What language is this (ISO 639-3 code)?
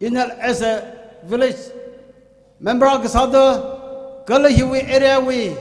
nmf